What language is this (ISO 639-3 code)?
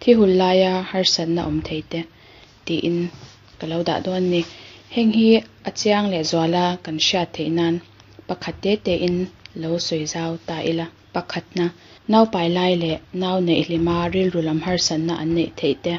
lus